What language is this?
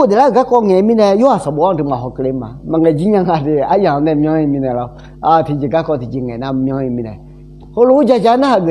Akha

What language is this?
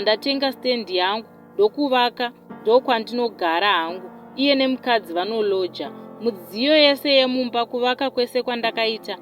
Shona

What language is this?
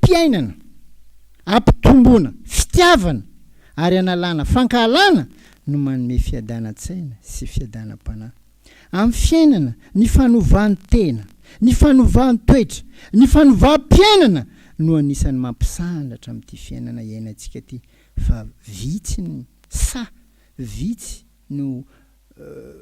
Malagasy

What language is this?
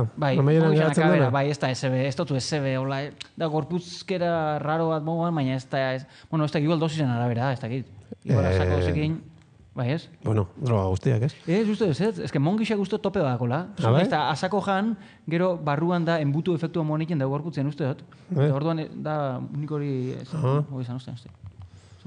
Basque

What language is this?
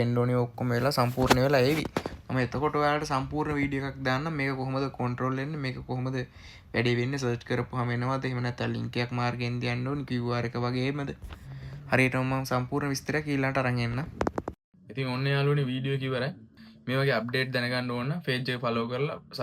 Sinhala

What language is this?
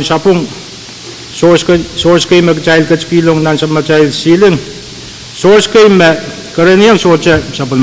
Pohnpeian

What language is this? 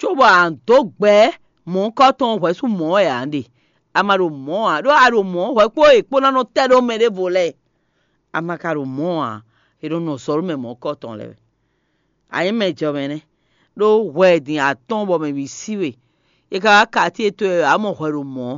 Fon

